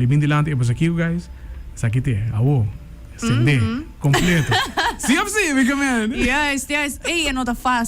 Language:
Papiamento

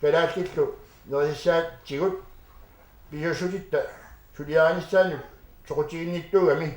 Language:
Kalaallisut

